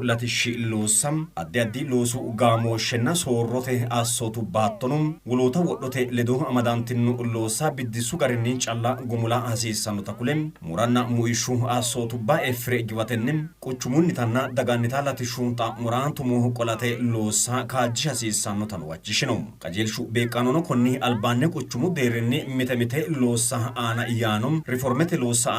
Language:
Sidamo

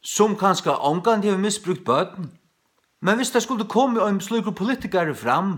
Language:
Faroese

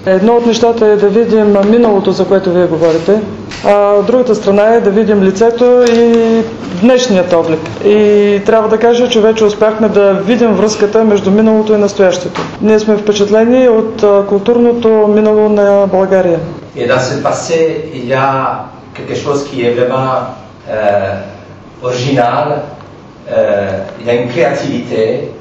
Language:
Bulgarian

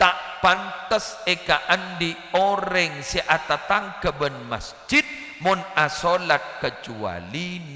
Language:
Madurese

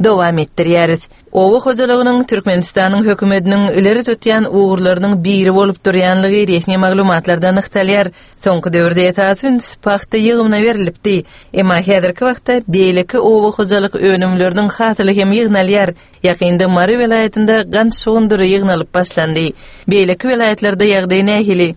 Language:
Turkmen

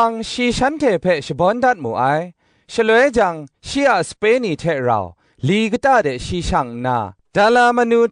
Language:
Kachin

